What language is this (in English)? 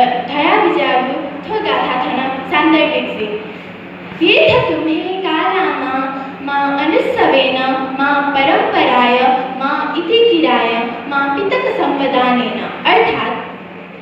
Newari